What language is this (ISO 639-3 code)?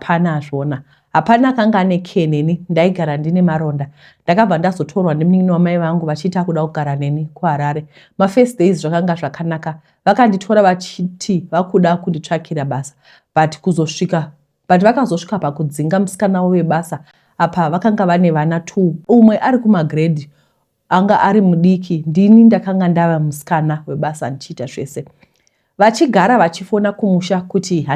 sna